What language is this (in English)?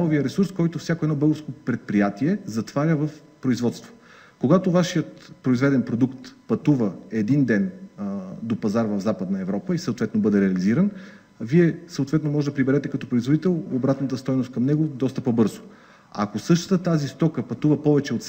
Bulgarian